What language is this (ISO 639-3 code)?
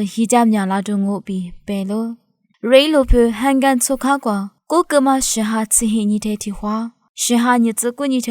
lis